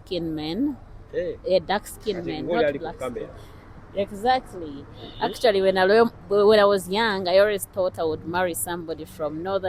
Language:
Ganda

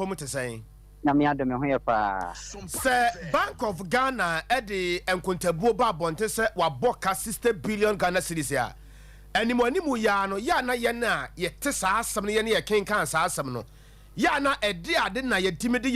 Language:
Akan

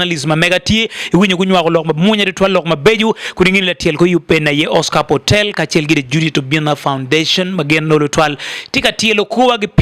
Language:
Acoli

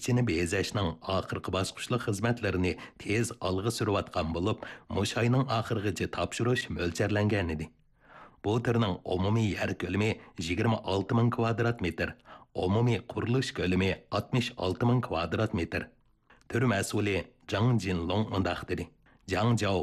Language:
Uyghur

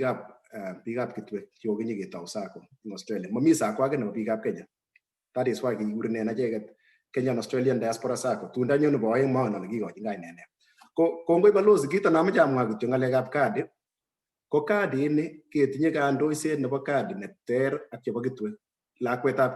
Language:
Kalenjin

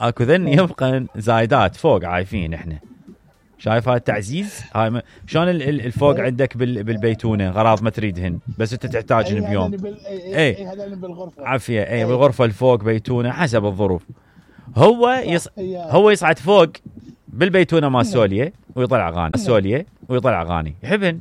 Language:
Mesopotamian Arabic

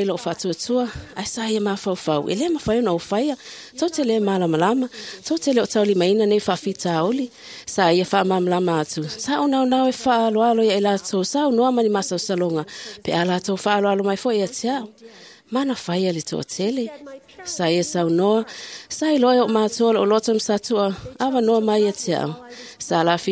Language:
Samoan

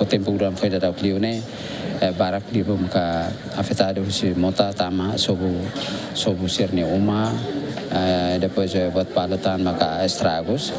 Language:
Tetum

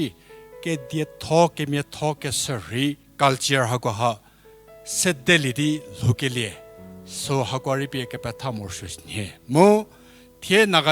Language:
Angami Naga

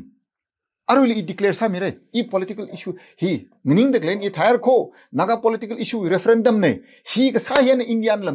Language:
Tangkhul Naga (India)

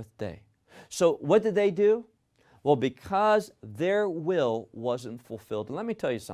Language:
English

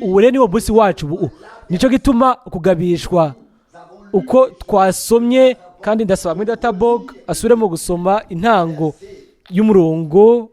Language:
Rundi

